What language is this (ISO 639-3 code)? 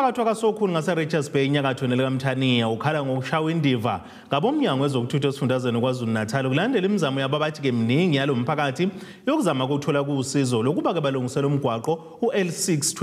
zul